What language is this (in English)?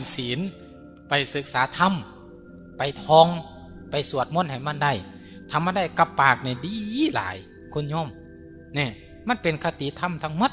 Northeastern Thai